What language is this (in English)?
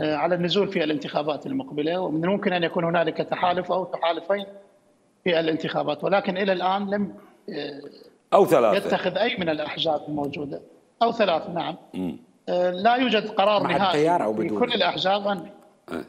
Mesopotamian Arabic